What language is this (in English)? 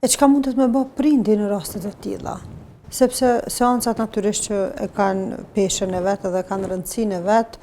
Albanian